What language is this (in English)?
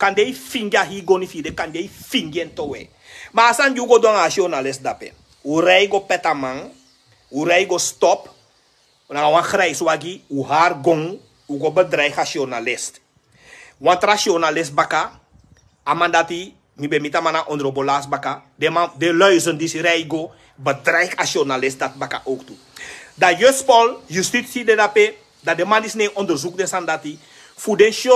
Sranan Tongo